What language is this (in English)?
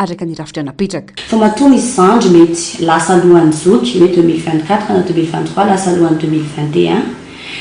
Malagasy